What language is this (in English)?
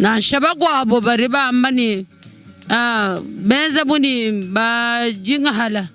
Luba-Lulua